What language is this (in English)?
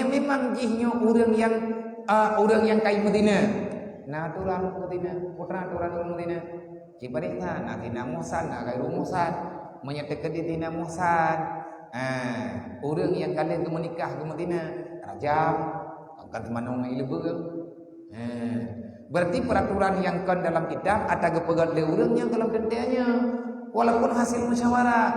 Achinese